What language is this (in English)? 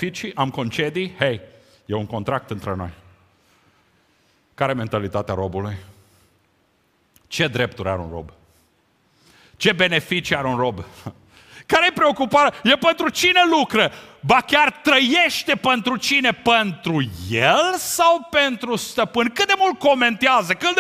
Romanian